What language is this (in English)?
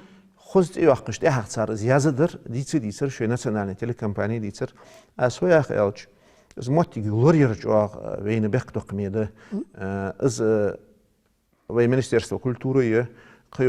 Ingush